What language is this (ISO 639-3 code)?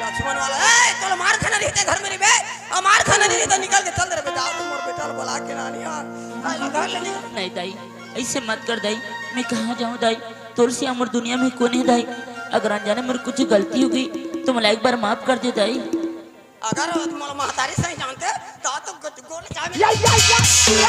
hne